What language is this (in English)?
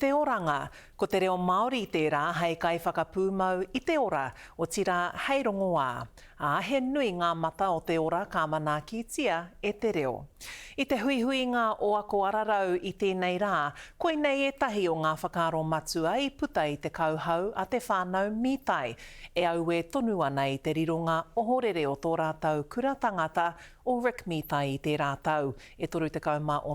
Māori